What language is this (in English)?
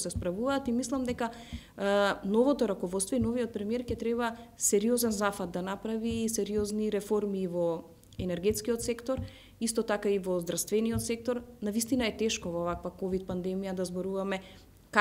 Macedonian